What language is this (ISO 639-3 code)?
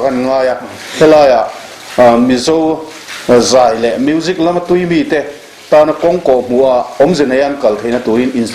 lus